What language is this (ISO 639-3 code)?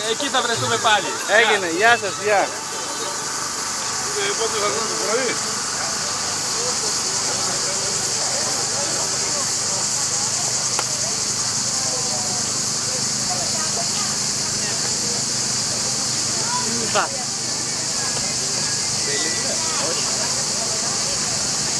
ell